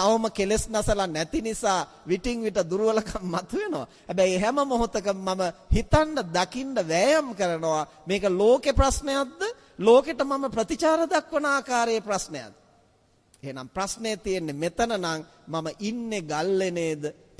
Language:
Sinhala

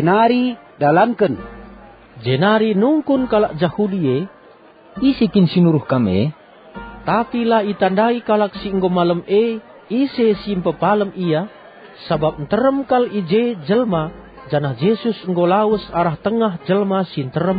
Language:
Batak Karo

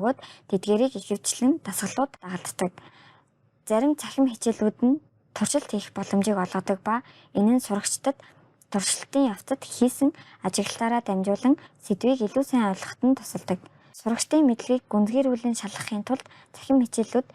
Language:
Mongolian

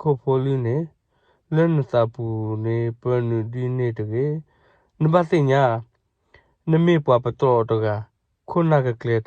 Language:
S'gaw Karen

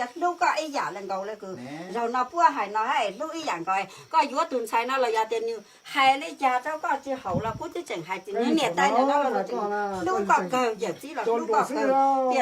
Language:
Hmong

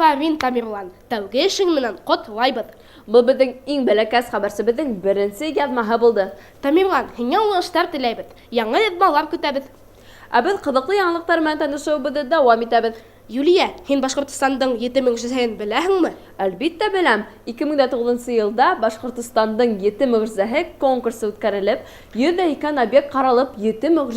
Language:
Bashkir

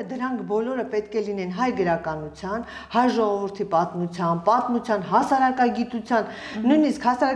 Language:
Armenian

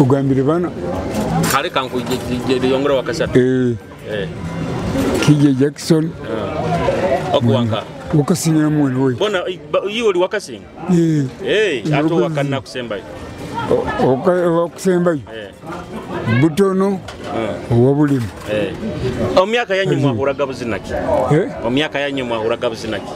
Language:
Nyoro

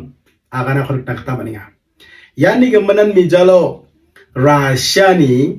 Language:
Garo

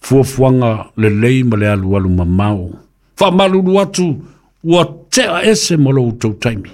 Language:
Samoan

